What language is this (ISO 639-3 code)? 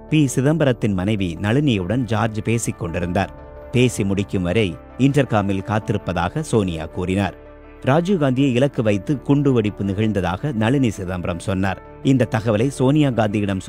tam